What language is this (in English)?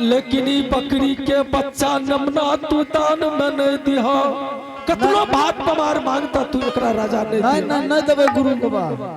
Angika